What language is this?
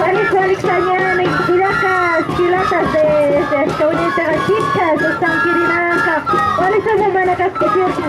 Aymara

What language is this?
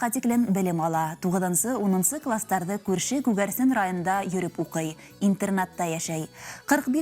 Bashkir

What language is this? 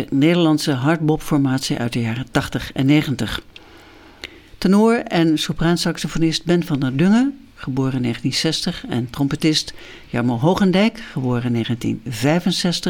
Dutch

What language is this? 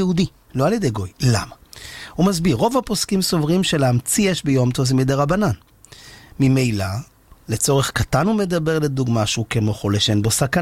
Hebrew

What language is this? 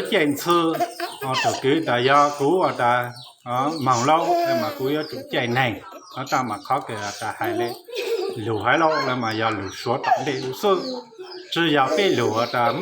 Hmong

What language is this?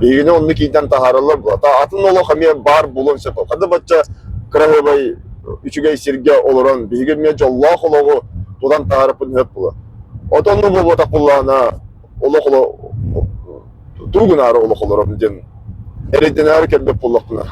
Yakut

